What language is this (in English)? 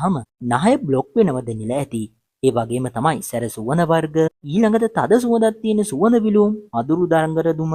Sinhala